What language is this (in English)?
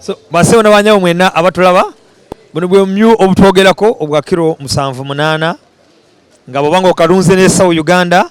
Ganda